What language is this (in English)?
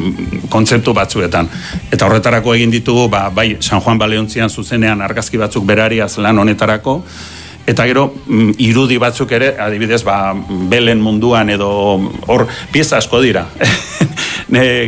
Basque